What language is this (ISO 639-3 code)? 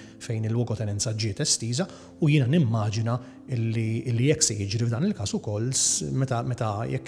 mlt